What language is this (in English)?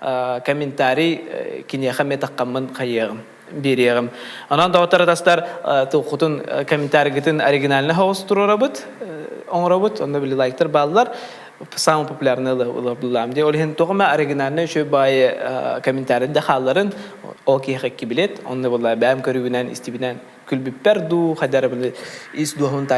Yakut